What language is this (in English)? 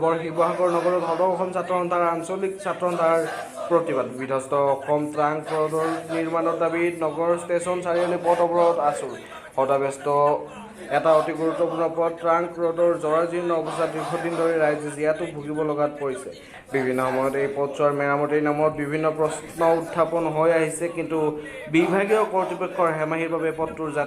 Assamese